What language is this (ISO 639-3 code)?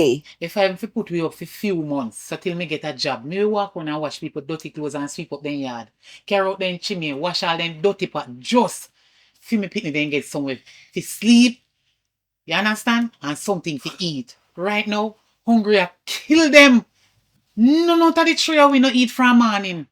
jam